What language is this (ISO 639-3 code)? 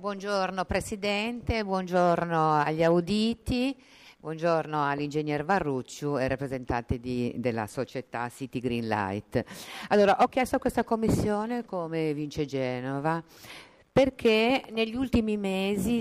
ita